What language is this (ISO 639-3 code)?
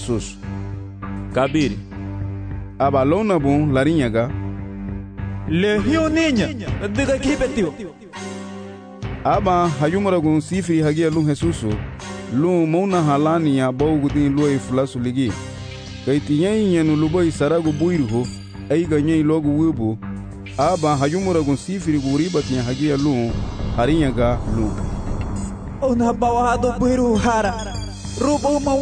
cab